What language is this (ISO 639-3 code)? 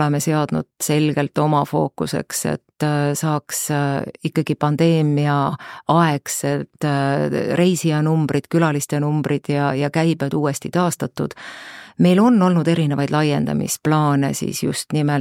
est